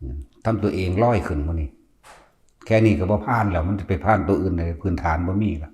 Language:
Northeastern Thai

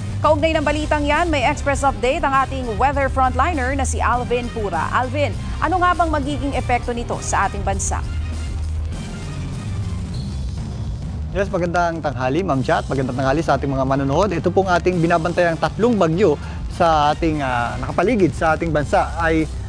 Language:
Filipino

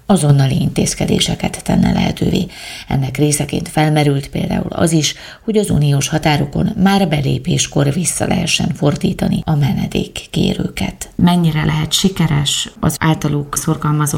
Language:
Hungarian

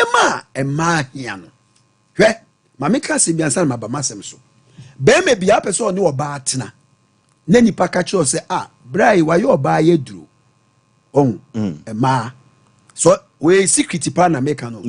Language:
Akan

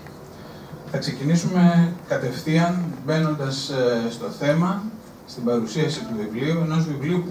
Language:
Greek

